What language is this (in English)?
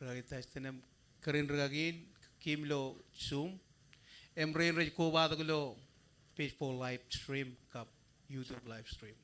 Marshallese